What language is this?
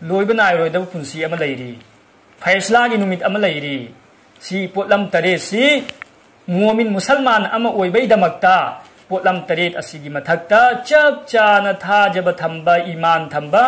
Manipuri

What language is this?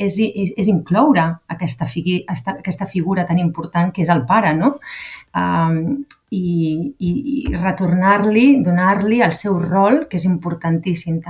Catalan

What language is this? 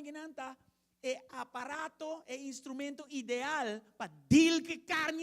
Papiamento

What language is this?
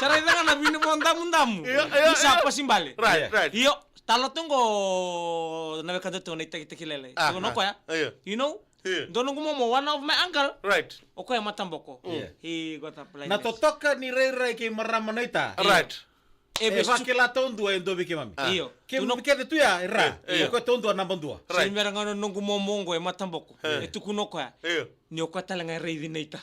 Fijian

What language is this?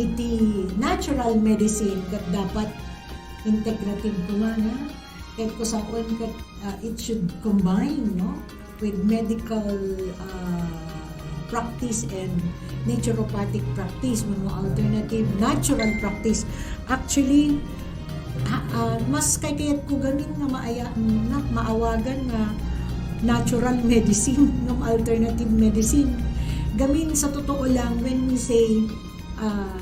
Iloko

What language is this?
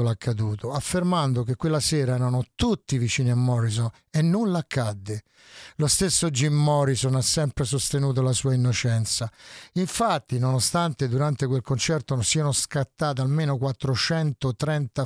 Italian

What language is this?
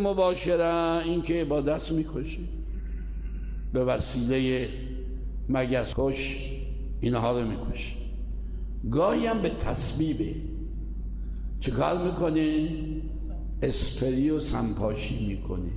Persian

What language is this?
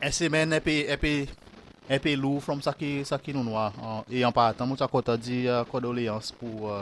Seselwa Creole French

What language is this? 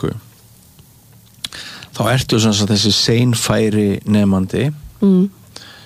Icelandic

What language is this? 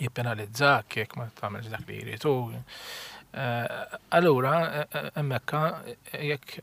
Maltese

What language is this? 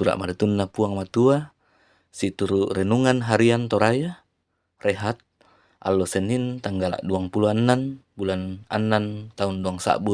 Toraja-Sa'dan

